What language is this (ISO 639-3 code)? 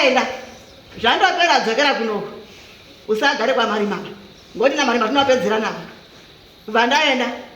sna